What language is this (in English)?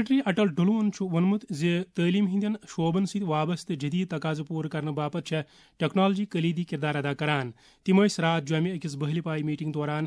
Kashmiri